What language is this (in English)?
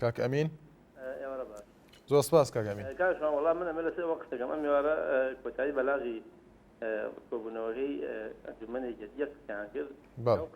Central Kurdish